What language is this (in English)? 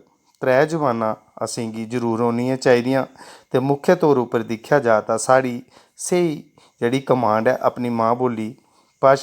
Dogri